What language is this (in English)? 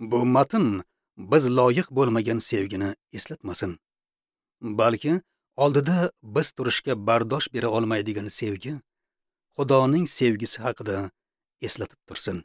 Uzbek